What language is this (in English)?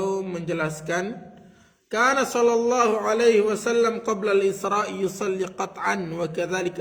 Sasak